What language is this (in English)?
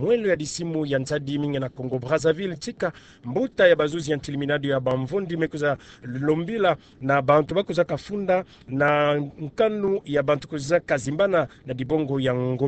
Kituba (Democratic Republic of Congo)